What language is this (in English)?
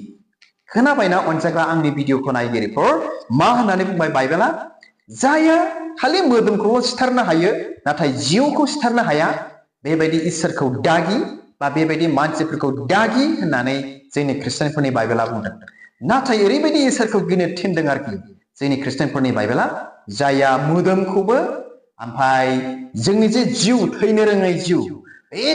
Bodo